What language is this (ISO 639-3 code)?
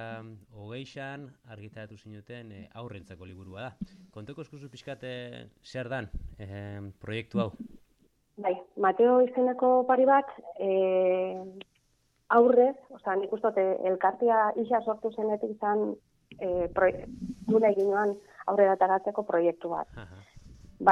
eus